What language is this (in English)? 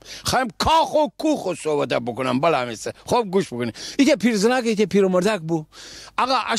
Gilaki